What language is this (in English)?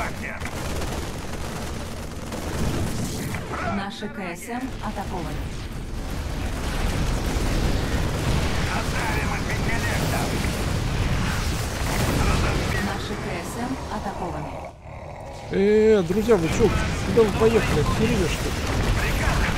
Russian